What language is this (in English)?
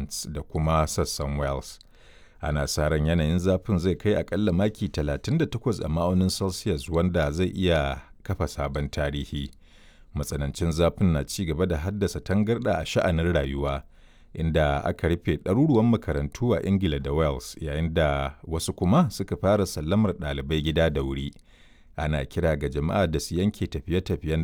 Hausa